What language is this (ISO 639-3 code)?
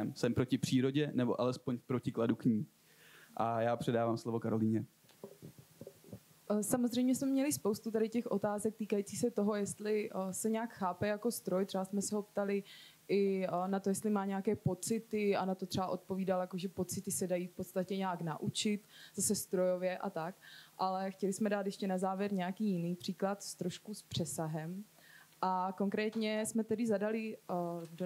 ces